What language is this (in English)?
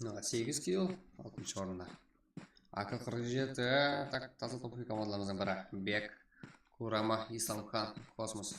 Kara-Kalpak